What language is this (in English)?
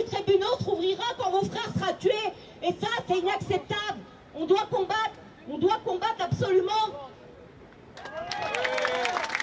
French